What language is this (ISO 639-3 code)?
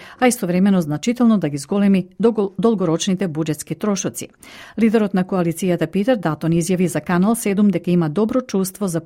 mkd